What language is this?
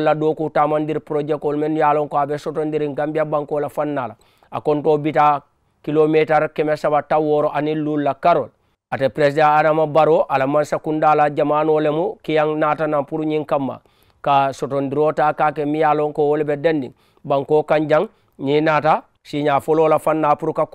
Mandingo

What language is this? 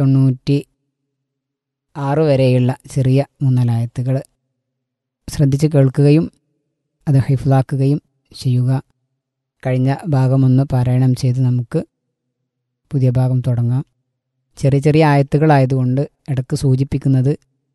Malayalam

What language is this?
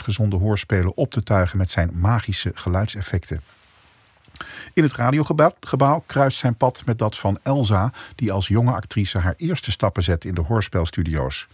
Dutch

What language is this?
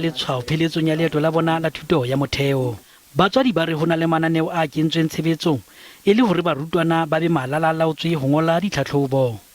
Southern Sotho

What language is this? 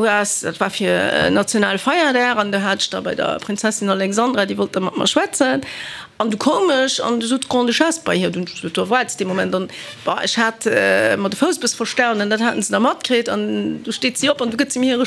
Luxembourgish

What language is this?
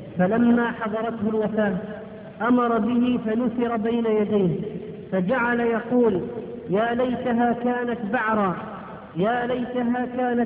Arabic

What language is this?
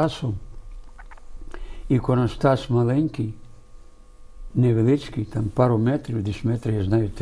Ukrainian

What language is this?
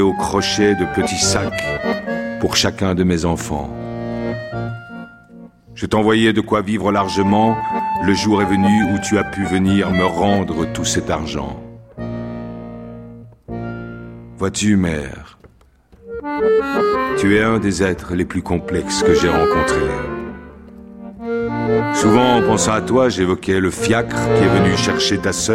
French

